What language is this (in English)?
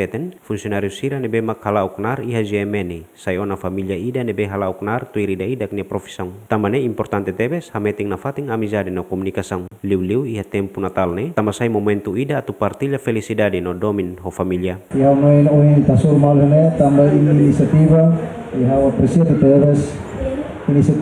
Tetum